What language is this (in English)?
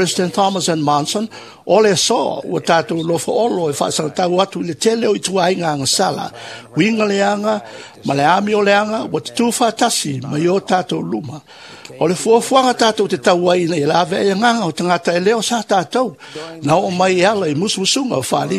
Samoan